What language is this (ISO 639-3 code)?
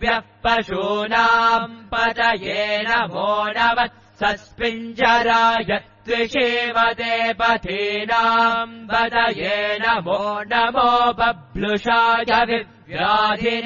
san